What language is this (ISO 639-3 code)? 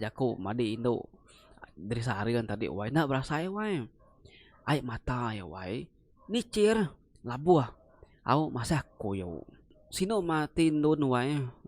iba